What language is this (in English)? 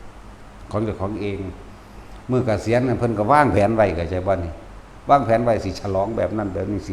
Northeastern Thai